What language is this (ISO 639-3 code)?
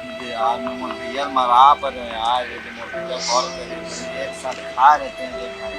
hne